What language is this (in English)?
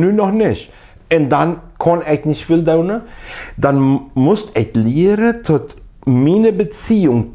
Plautdietsch